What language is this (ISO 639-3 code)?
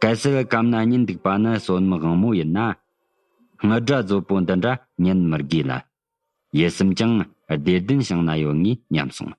bod